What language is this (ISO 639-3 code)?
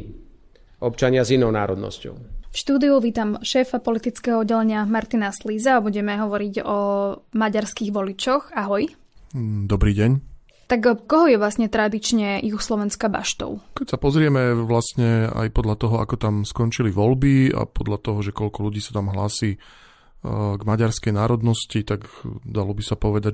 slk